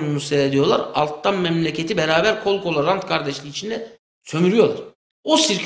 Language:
Turkish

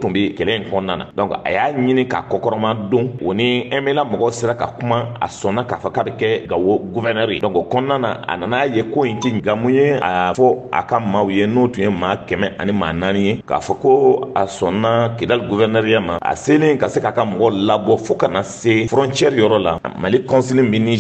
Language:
Bambara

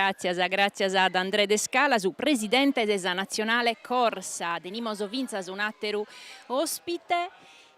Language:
Sardinian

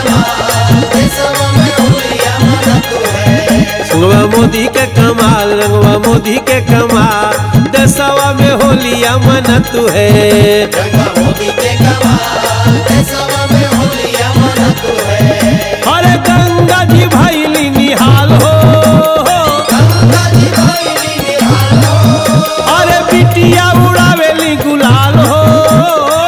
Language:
Bhojpuri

